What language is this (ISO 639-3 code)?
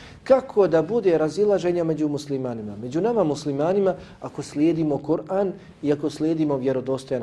bos